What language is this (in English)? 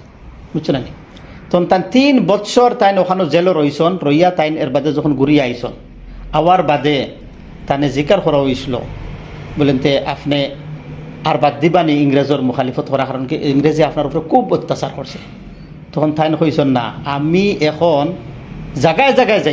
Sylheti